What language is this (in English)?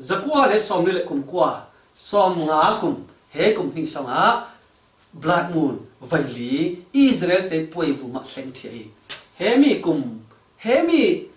Falam Chin